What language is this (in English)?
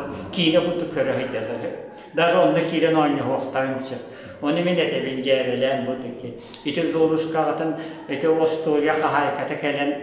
Yakut